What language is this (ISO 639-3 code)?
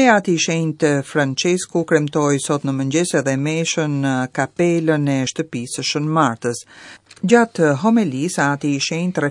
sqi